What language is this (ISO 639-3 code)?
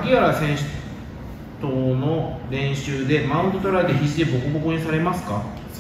jpn